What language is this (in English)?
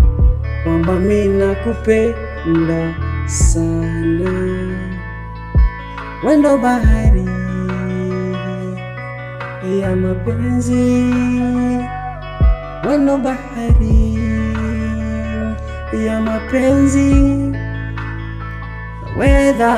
Swahili